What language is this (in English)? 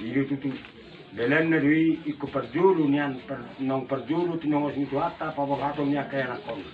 Batak Toba